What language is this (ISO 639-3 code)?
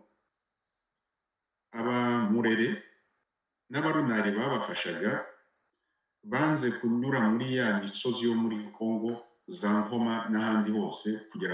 kin